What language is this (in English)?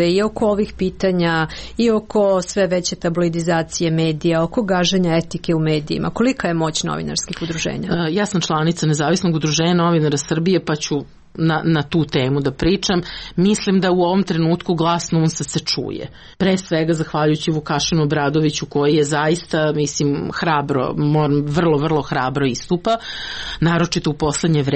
Serbian